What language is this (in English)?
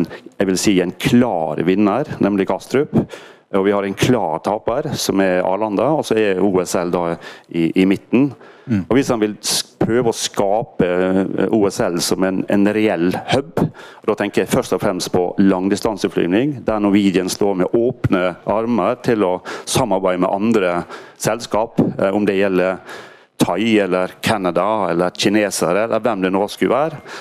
Norwegian